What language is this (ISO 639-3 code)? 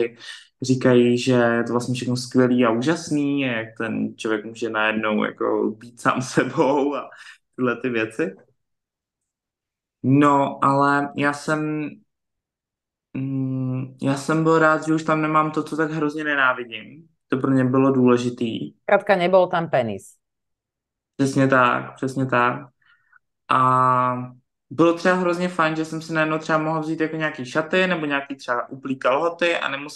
ces